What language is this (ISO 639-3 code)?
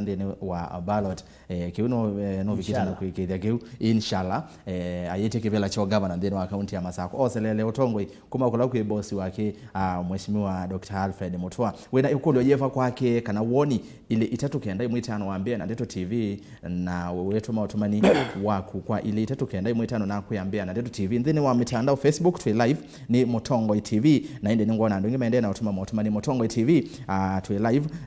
kam